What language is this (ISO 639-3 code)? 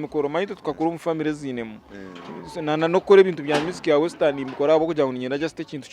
nyn